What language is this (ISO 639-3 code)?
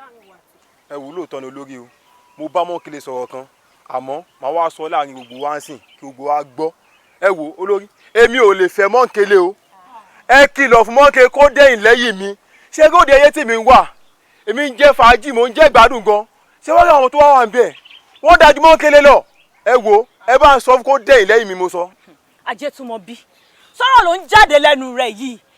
yor